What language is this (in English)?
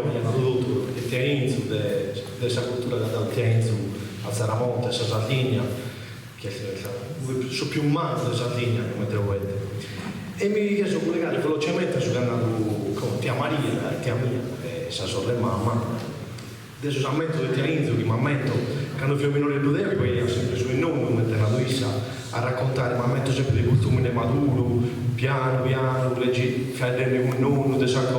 Sardinian